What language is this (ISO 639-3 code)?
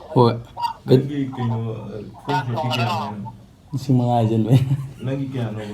mni